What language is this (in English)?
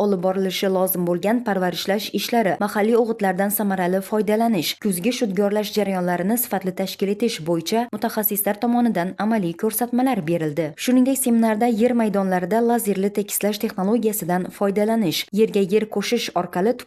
Uzbek